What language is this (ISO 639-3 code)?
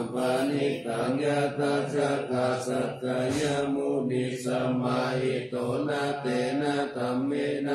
pli